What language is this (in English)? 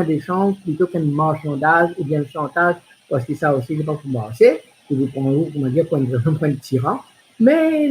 Morisyen